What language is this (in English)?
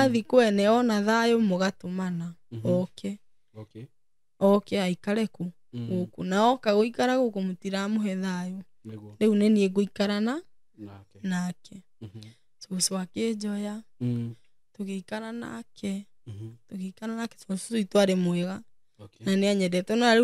Kikuyu